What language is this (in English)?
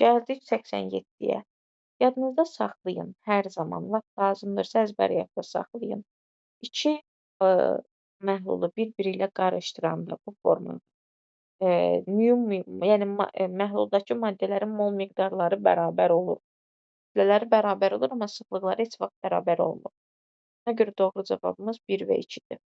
Azerbaijani